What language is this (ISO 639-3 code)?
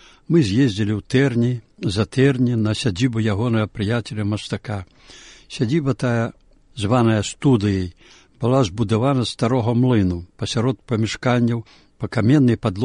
bel